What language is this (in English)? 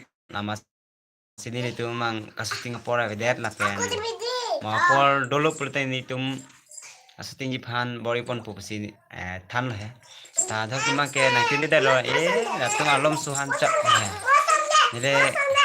Karbi